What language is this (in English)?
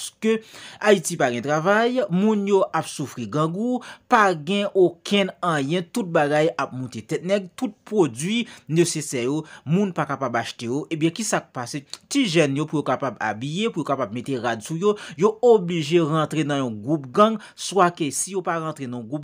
Haitian Creole